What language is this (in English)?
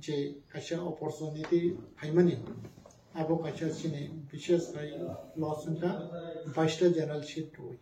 Kok Borok